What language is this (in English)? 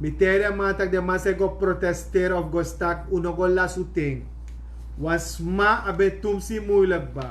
Sranan Tongo